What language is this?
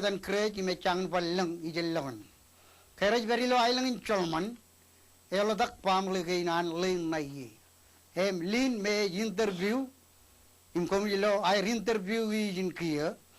Marshallese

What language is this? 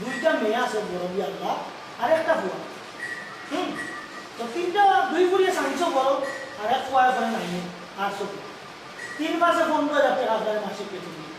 Sylheti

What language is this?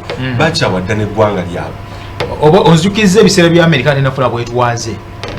Ganda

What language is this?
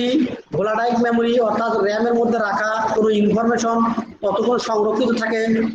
Bangla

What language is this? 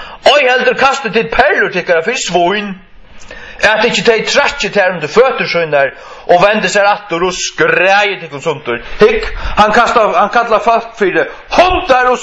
Faroese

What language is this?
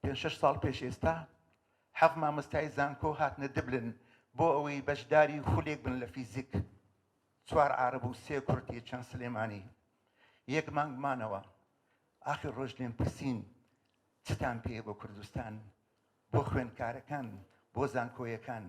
Central Kurdish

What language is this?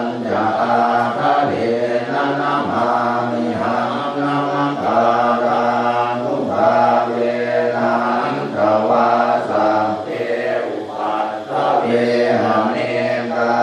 Pali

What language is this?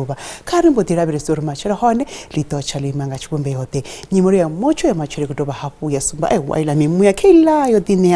Venda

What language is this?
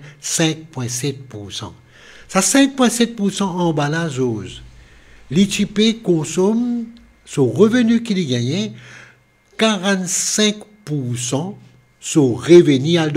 Morisyen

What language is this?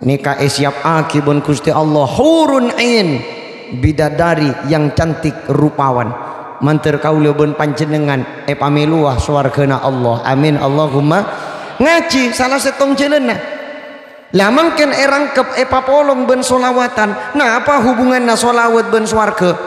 Madurese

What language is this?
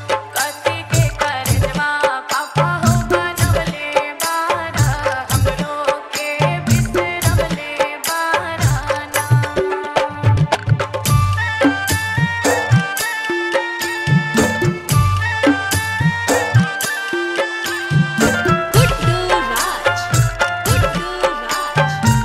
Bhojpuri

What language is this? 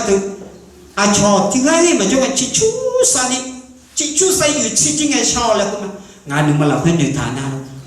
Akha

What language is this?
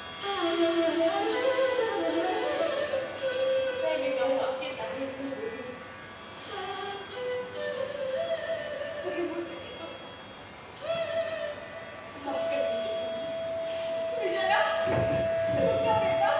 Hindi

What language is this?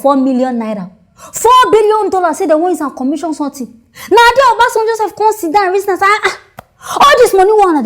Nigerian Pidgin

